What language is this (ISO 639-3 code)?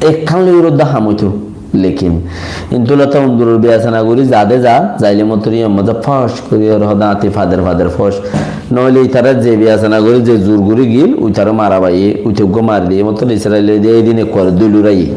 rhg